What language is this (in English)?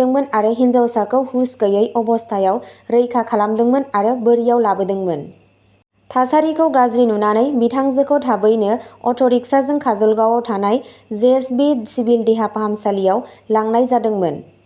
Bodo